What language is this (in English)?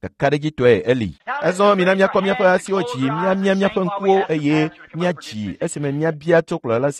Ewe